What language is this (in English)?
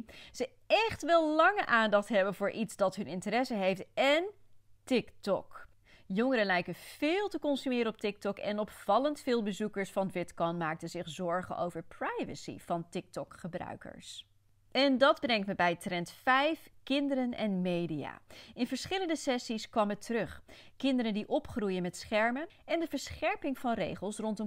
Dutch